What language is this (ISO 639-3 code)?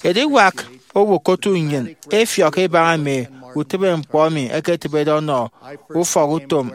efi